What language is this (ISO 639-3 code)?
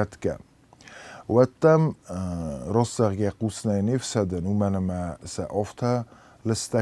oss